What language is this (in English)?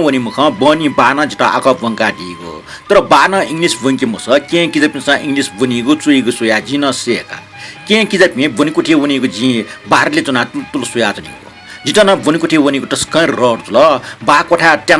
Newari